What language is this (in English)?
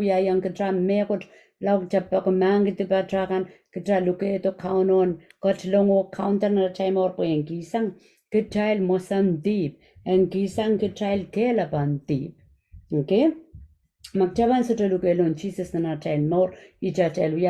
Pohnpeian